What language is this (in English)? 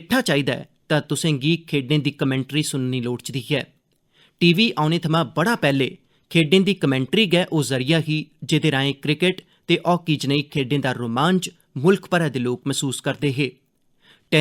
Dogri